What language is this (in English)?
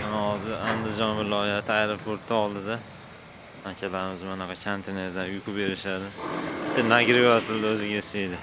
Uzbek